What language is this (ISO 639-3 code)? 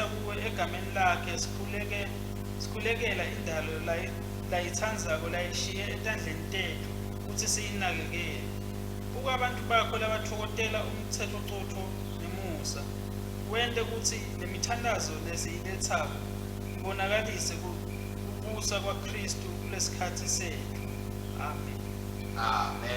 ssw